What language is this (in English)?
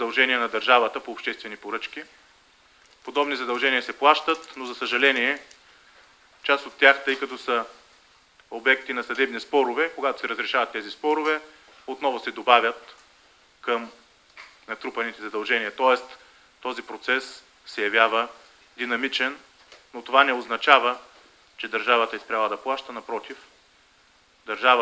Bulgarian